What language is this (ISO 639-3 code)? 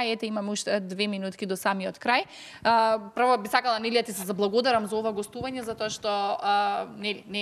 mkd